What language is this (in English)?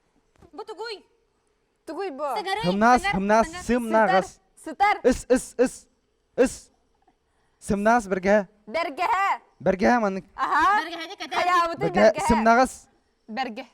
Yakut